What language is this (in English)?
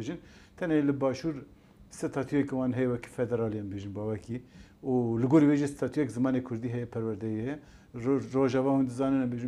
Kurdish